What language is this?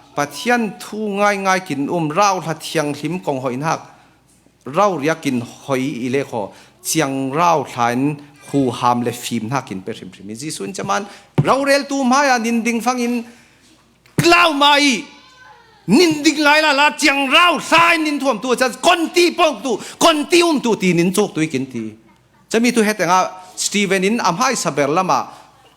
Falam Chin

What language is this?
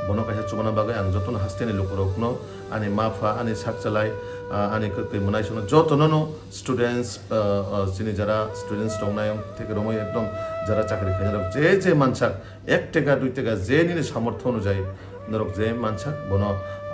Kok Borok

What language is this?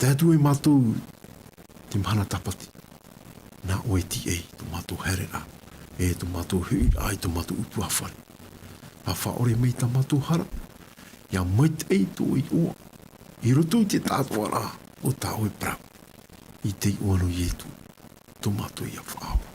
Tahitian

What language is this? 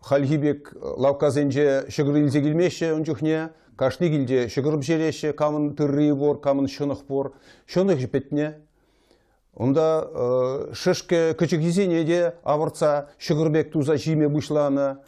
Chuvash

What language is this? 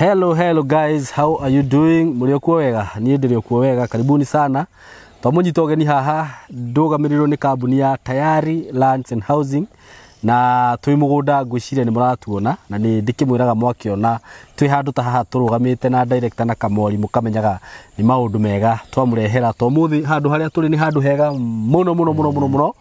Kikuyu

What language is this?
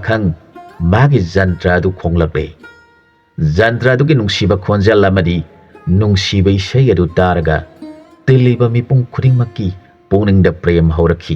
Manipuri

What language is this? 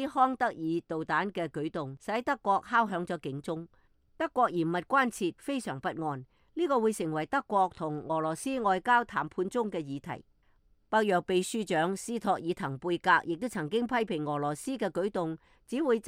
Cantonese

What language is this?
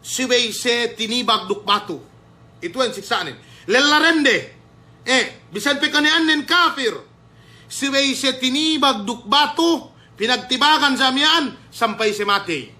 Yakan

